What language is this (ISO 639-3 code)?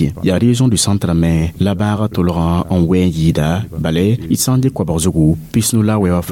mos